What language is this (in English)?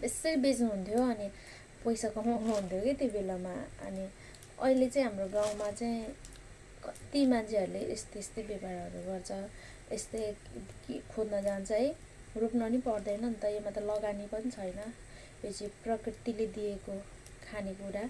Nepali